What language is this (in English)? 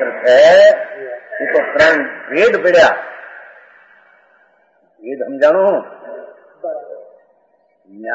Gujarati